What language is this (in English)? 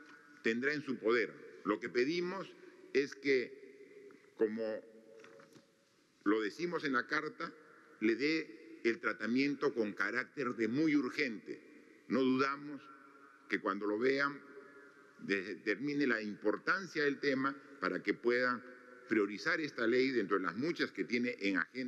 Spanish